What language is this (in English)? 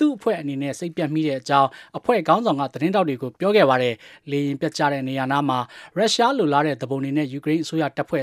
Burmese